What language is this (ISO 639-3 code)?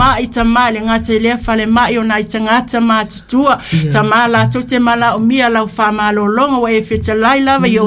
smo